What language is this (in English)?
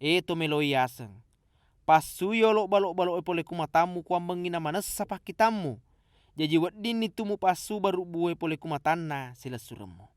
Buginese